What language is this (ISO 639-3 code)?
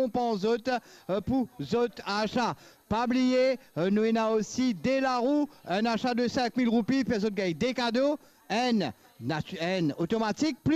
mfe